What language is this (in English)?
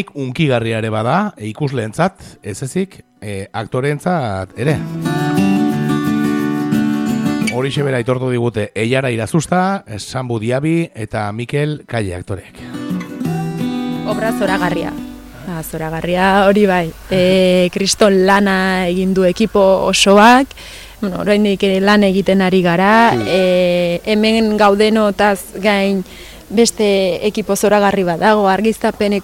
Basque